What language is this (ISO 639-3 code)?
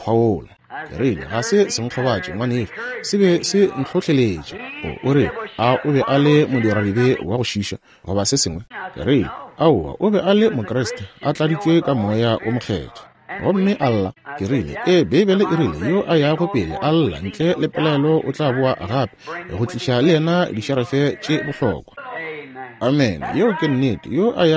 nso